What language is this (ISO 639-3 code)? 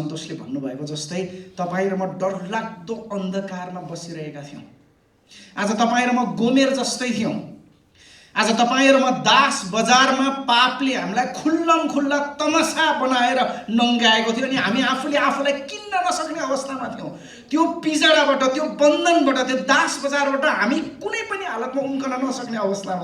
nep